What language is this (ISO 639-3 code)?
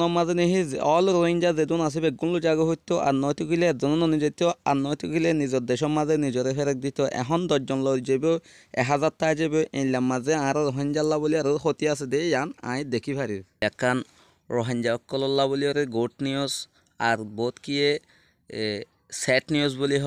rhg